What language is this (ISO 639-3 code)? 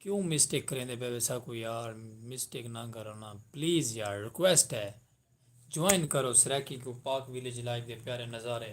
skr